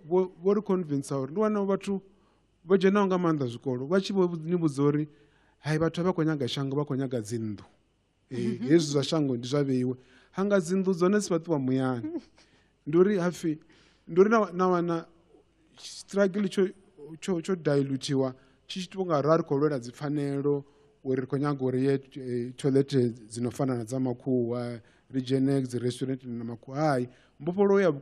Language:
Venda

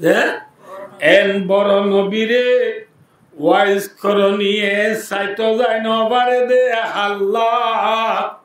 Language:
Rohingya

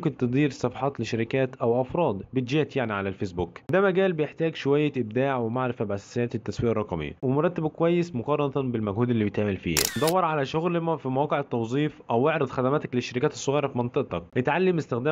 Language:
Egyptian Arabic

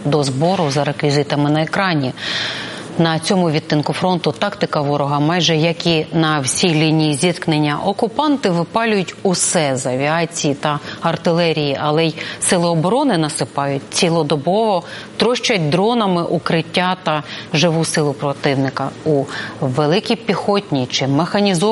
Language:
Ukrainian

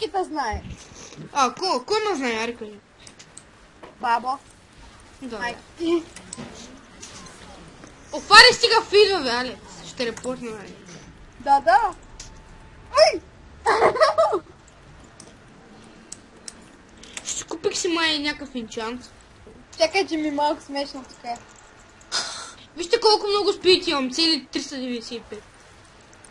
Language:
Bulgarian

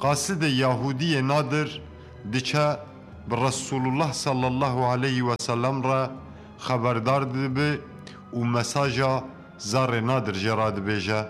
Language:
Kurdish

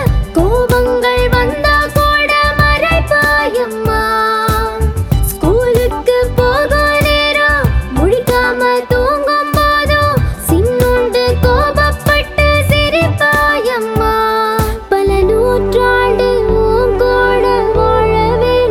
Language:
Tamil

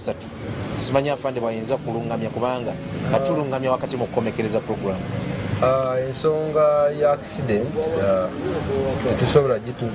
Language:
Ganda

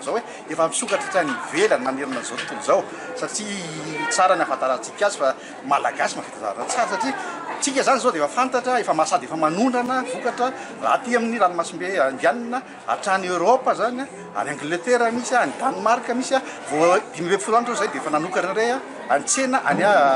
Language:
Malagasy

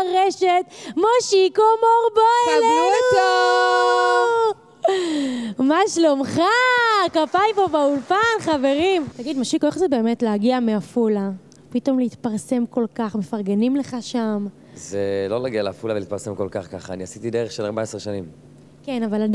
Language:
Hebrew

